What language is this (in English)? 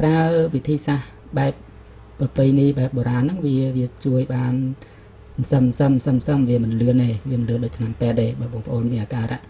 Khmer